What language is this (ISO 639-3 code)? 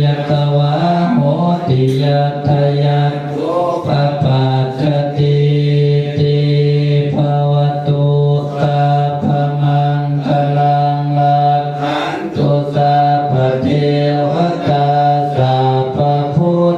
pli